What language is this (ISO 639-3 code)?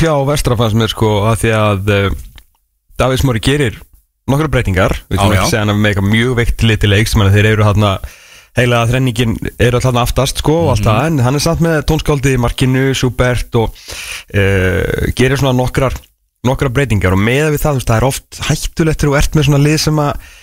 isl